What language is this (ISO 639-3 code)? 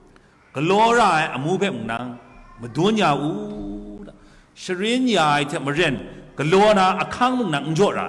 kac